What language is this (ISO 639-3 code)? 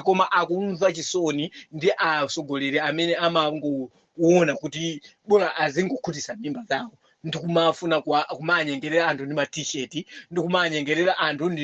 nya